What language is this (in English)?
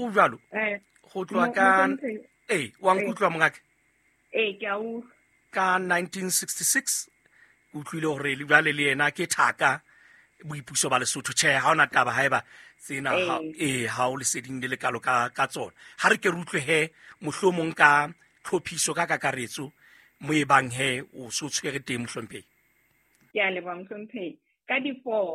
Southern Sotho